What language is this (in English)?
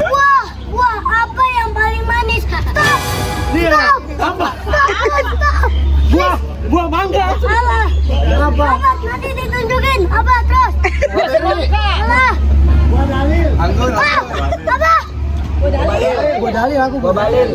Betawi